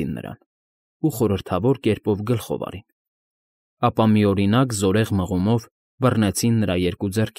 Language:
Armenian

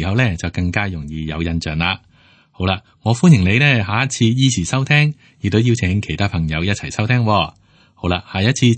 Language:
Cantonese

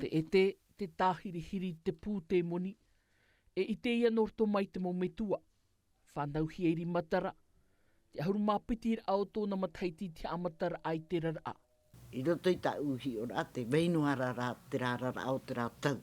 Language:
Tahitian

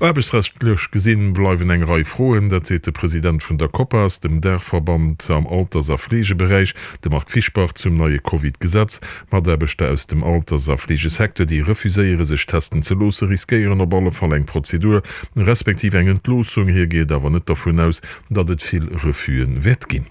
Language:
Luxembourgish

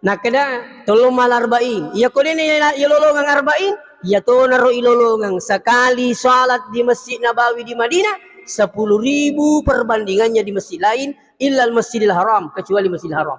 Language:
Buginese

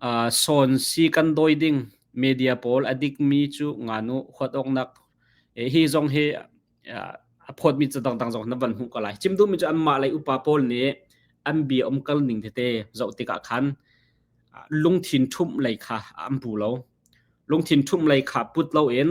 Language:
Hakha Chin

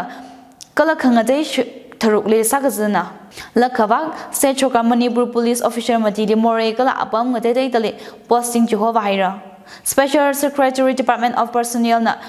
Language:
Tangkhul Naga (India)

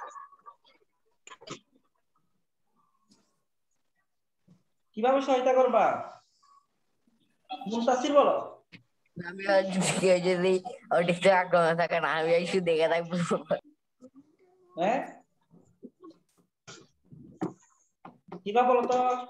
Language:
Bangla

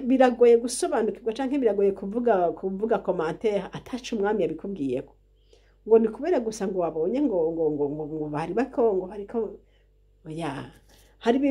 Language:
Rundi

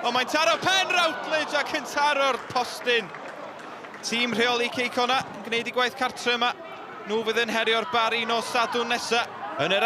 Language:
Welsh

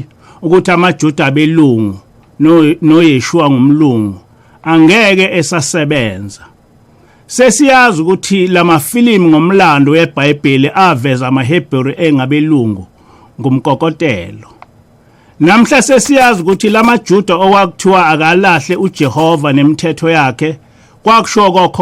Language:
Zulu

